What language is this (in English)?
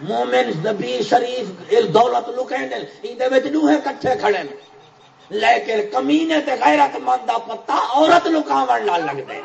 Saraiki